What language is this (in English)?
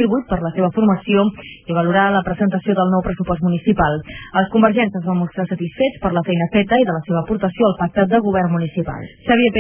Catalan